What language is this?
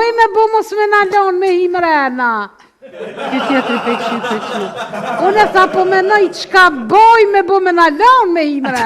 Albanian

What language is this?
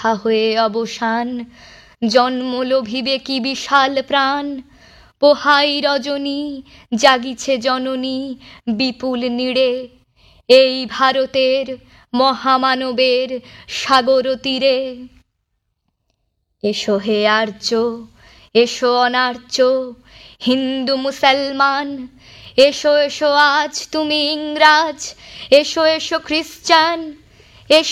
Bangla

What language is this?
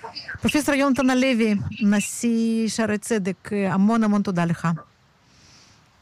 Hebrew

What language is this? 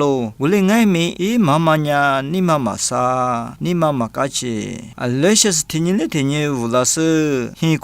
Lisu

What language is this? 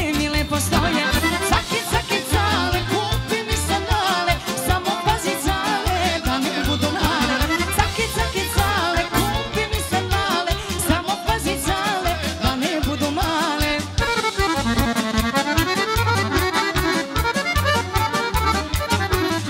Serbian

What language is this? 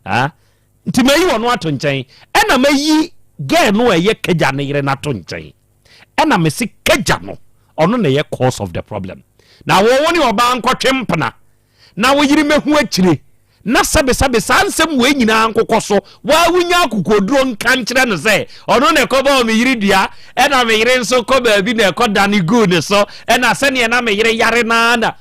Akan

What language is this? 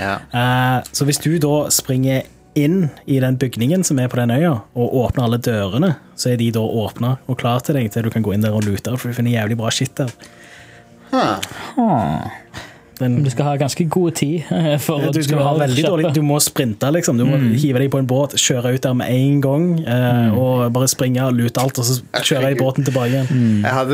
Norwegian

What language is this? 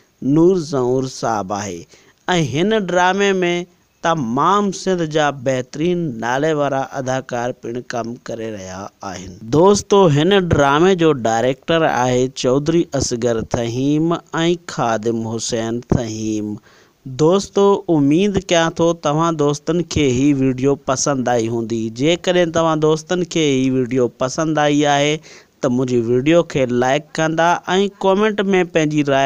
Sindhi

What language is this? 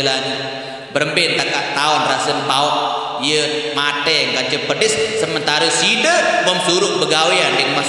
Sasak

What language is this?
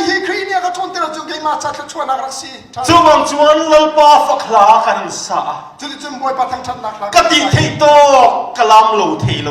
Hakha Chin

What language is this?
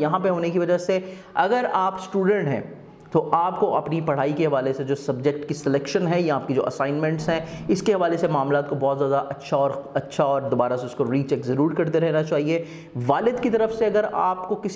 Urdu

